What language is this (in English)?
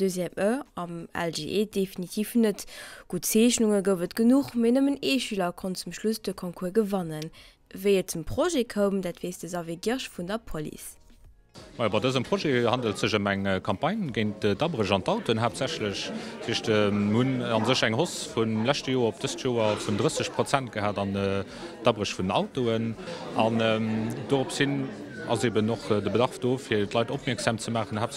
Luxembourgish